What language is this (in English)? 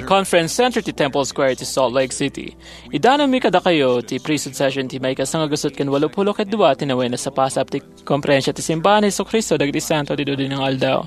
Iloko